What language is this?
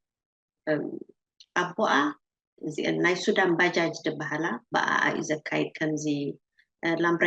Tigrinya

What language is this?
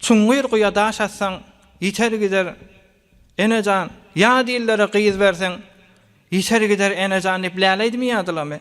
Turkmen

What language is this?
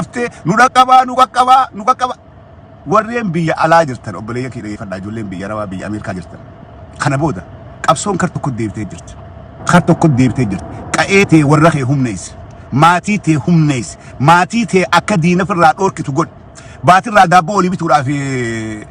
Oromo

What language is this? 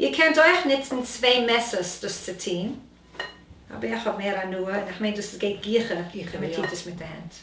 Yiddish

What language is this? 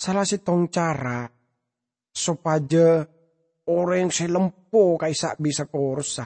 Madurese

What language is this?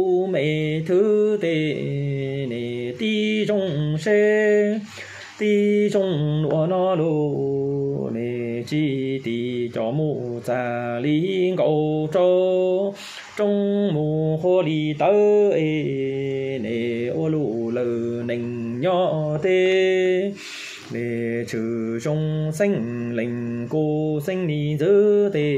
Hmong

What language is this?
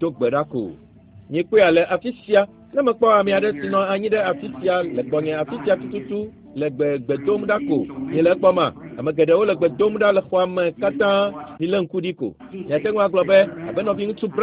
Ewe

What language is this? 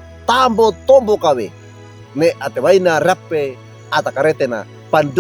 Wejewa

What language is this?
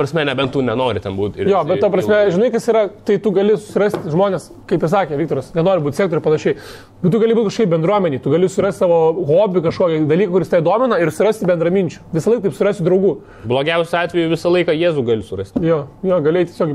Lithuanian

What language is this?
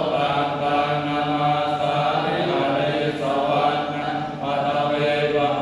Pali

